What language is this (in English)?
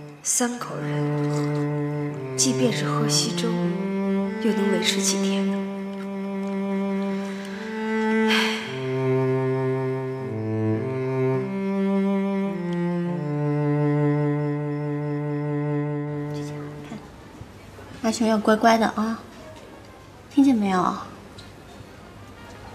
Chinese